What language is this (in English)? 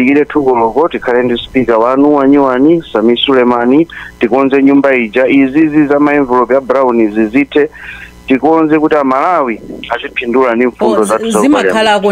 Nyanja